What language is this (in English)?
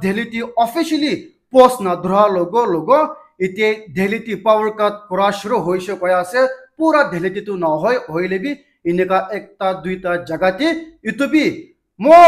Naga Pidgin